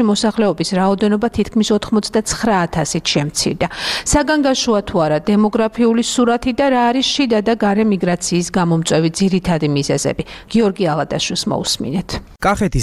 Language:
Georgian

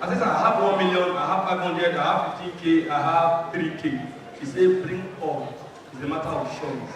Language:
Nigerian Pidgin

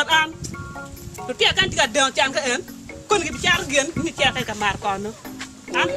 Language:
Acoli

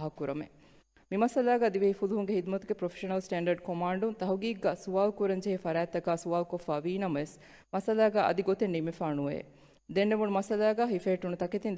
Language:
Divehi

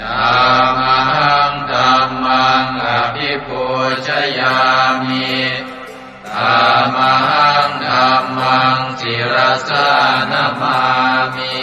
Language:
Pali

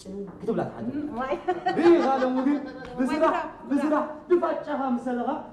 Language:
Tigrinya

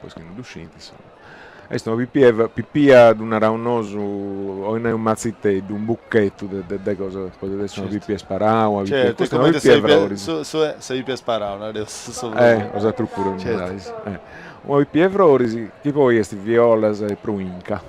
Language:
Sardinian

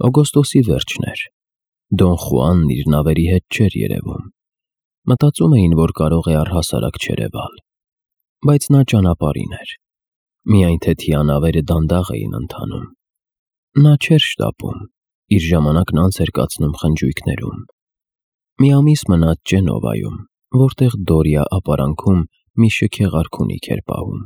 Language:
Armenian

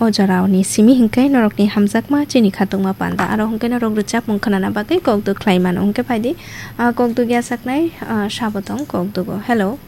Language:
Kok Borok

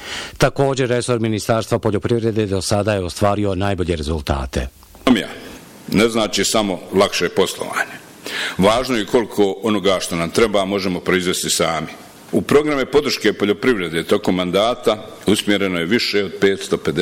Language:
Bosnian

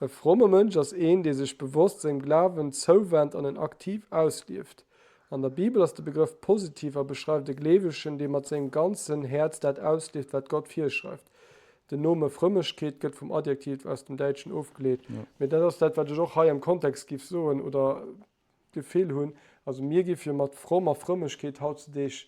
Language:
Luxembourgish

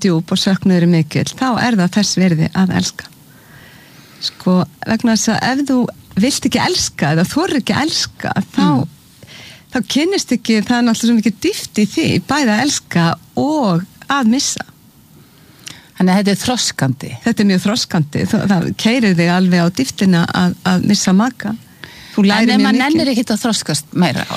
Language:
Icelandic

